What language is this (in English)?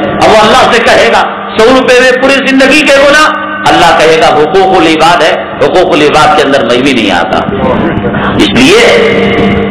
Urdu